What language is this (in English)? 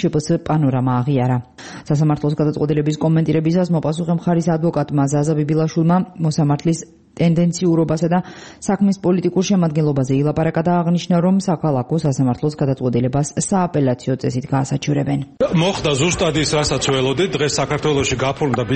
Georgian